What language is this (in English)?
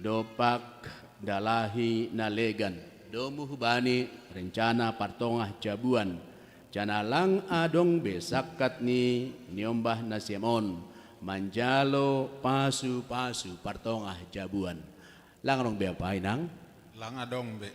Batak Simalungun